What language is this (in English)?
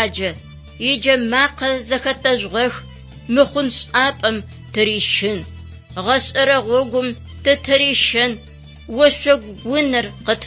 Adyghe